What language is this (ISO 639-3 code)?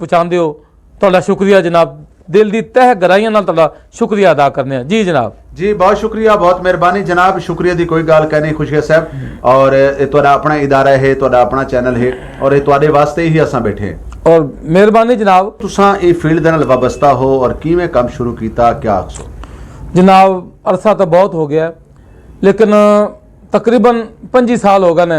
lah